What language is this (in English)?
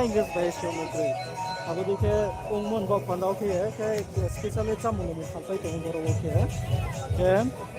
Riang (India)